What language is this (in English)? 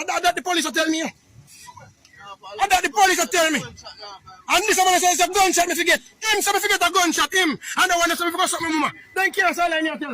Jamaican Creole English